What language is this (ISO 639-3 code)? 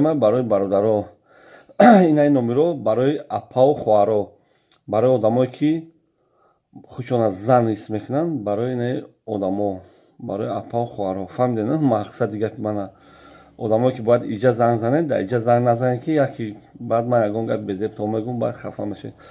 tgk